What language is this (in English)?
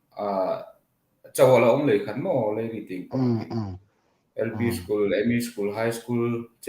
Hmar